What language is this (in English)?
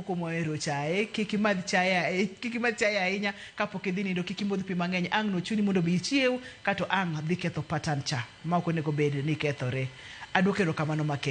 Luo (Kenya and Tanzania)